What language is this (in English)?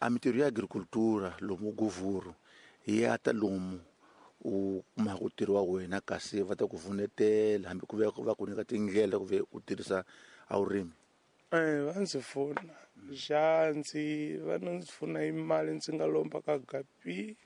Tsonga